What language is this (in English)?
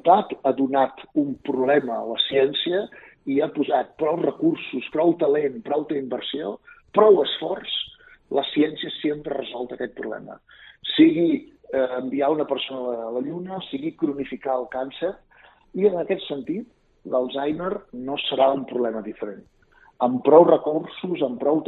Catalan